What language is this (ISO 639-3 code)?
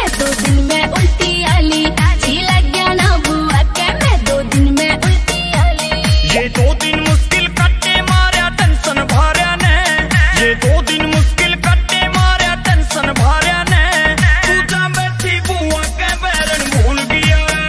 bgc